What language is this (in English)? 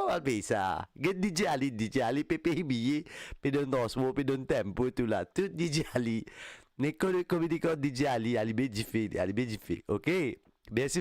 Morisyen